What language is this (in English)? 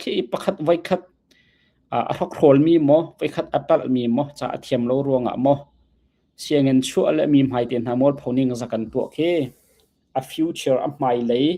Hakha Chin